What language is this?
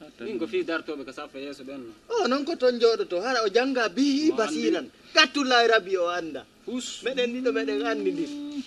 Fula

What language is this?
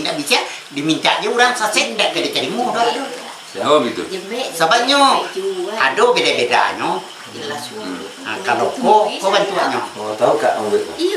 Minangkabau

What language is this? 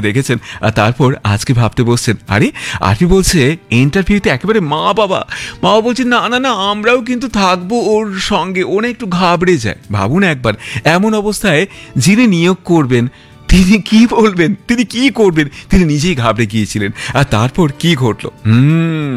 Bangla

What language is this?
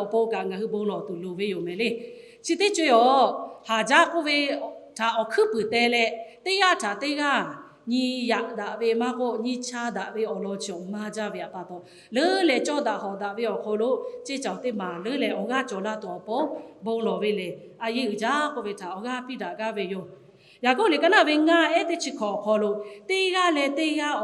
Lahu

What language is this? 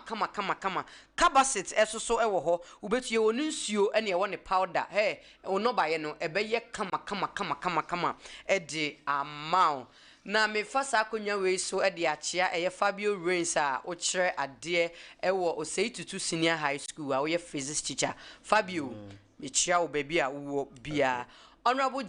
Akan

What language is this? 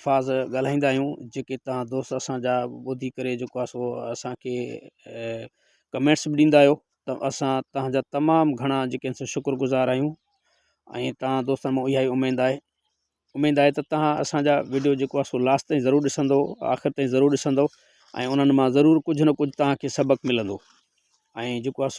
Sindhi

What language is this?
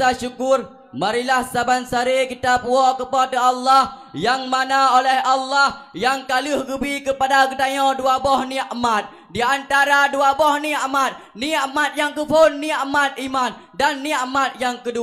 Achinese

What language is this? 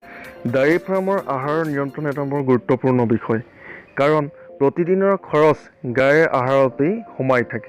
Assamese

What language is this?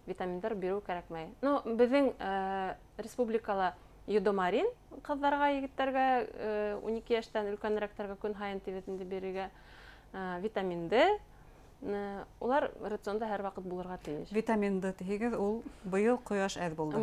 Bashkir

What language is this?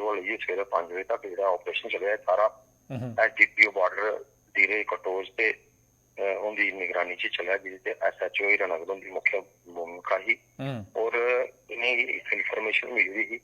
Dogri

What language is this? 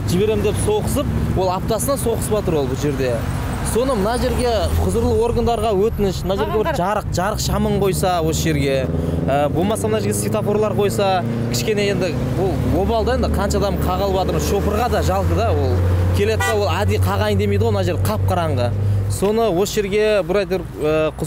Kazakh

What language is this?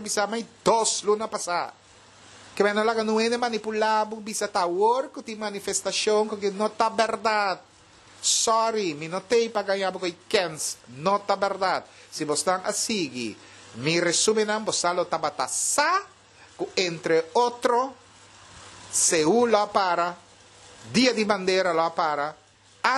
Papiamento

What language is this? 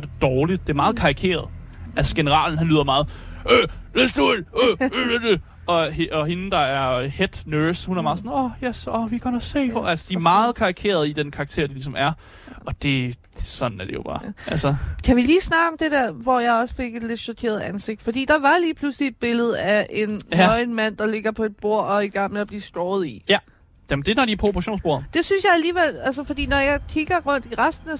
Danish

